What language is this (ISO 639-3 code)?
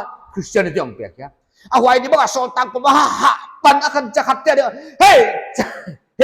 pck